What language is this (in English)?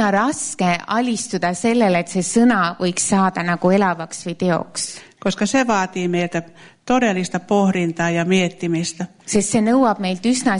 Estonian